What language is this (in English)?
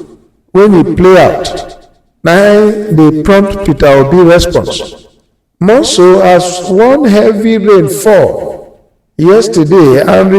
Nigerian Pidgin